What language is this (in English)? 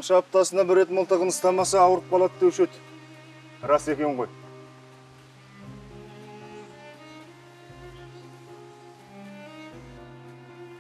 Kazakh